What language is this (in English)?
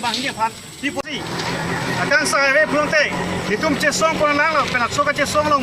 Karbi